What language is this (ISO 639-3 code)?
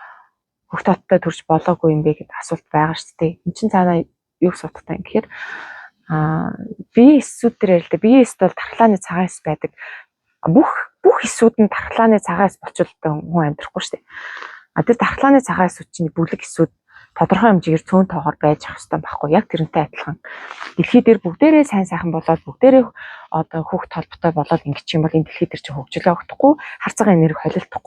mon